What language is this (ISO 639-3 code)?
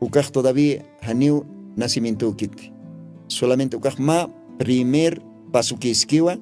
aym